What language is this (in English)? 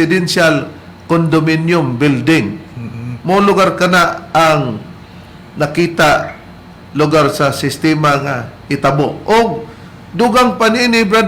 Cebuano